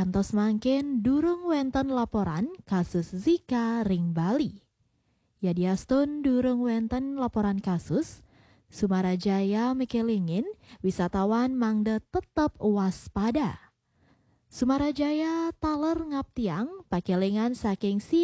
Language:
Balinese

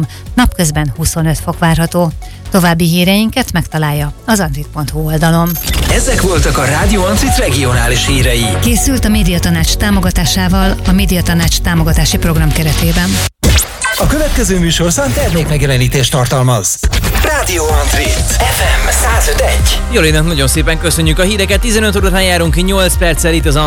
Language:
Hungarian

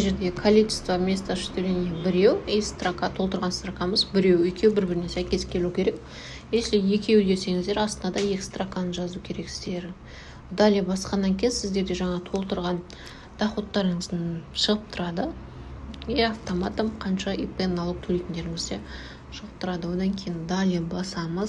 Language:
Kazakh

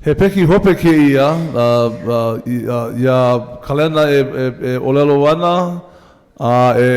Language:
Hawaiian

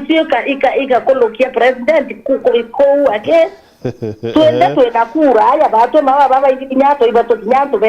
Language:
Meru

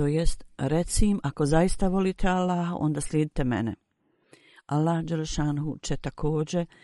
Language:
Bosnian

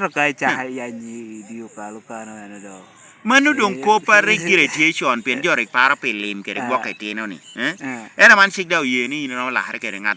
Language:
Lango (Uganda)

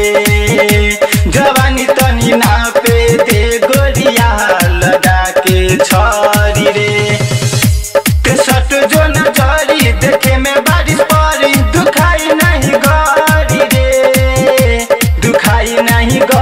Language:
Bhojpuri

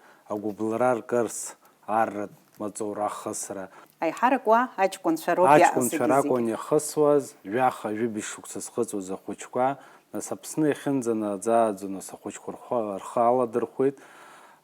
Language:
Abkhazian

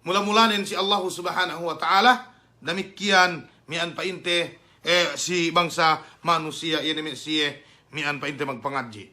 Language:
Yakan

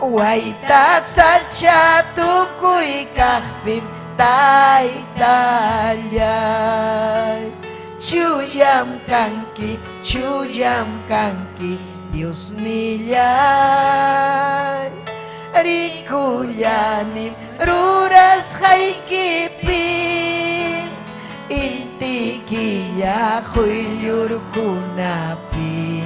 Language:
Ayacucho Quechua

